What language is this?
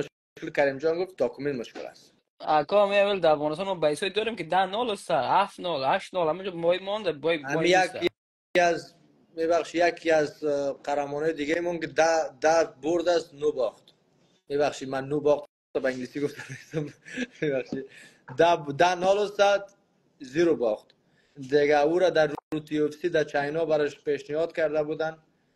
Persian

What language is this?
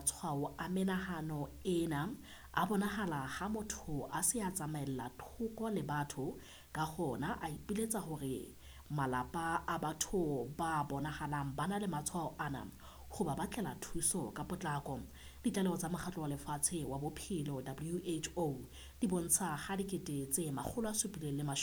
Southern Sotho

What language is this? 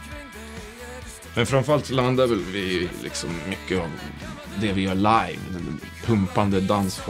Swedish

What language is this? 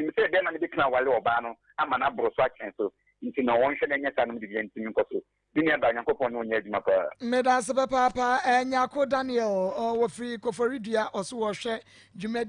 Akan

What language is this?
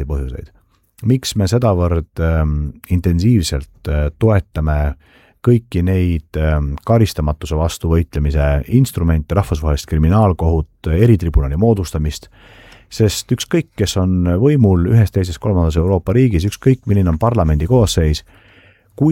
Estonian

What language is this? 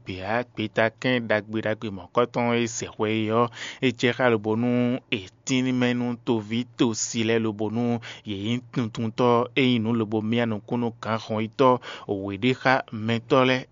Fon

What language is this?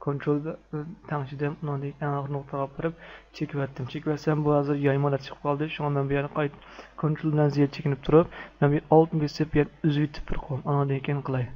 Uyghur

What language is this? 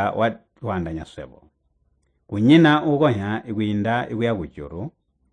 Tonga (Zambia)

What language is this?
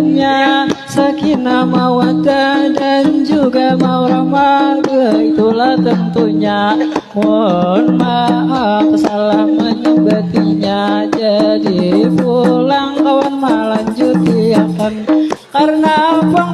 Banjar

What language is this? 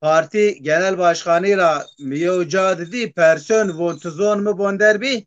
Zaza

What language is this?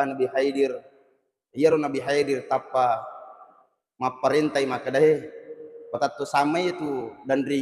Buginese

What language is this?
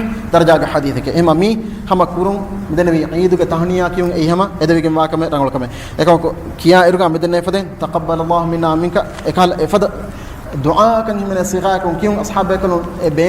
Divehi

